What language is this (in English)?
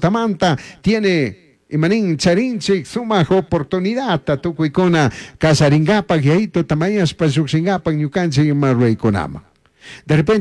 Chimborazo Highland Quichua